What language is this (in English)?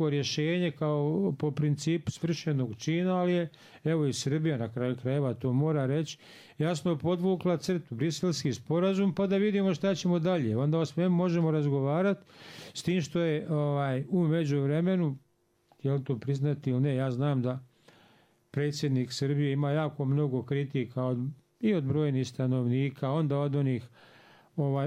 Bosnian